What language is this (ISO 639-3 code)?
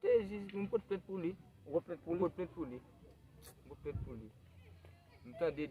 hat